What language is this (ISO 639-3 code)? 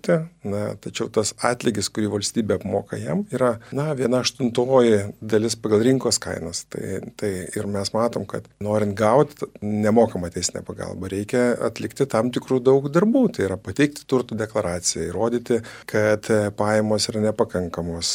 lit